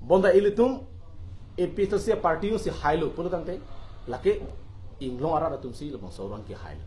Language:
Karbi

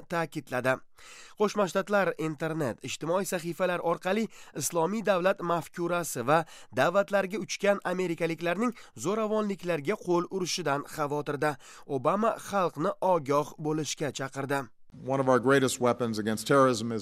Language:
Uzbek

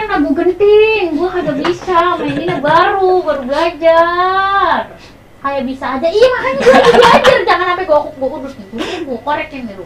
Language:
Betawi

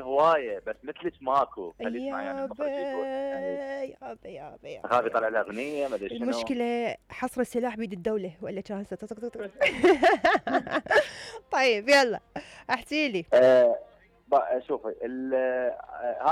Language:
Mesopotamian Arabic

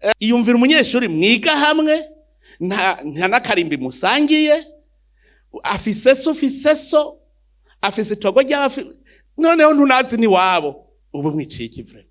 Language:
Rundi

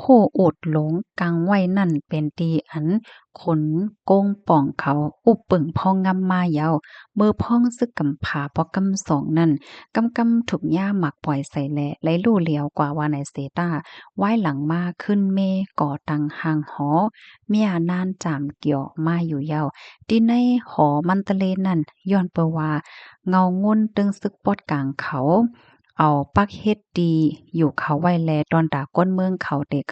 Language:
Shan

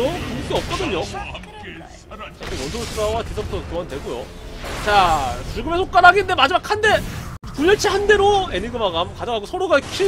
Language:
Korean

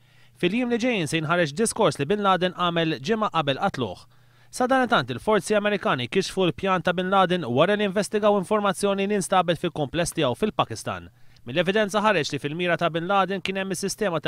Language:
Maltese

